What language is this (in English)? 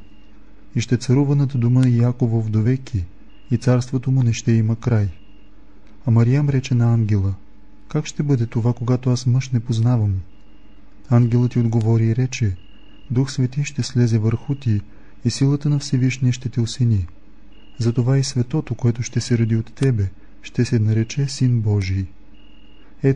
Bulgarian